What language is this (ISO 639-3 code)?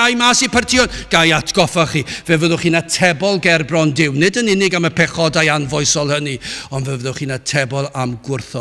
cym